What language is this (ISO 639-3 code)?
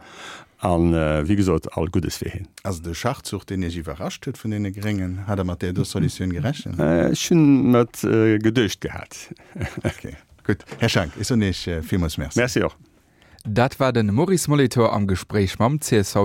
ltz